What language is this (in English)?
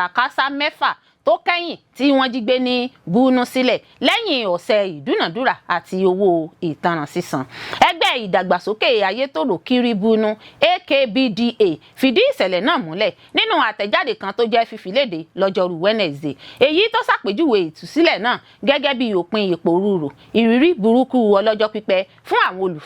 Yoruba